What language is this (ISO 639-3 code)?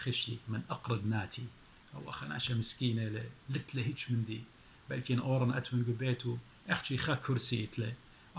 aii